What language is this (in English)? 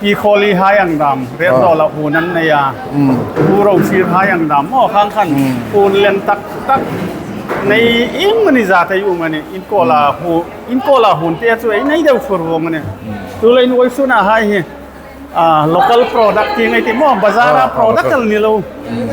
Hmar